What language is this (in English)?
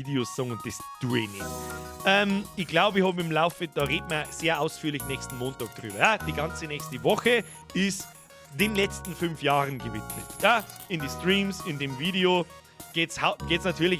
Bavarian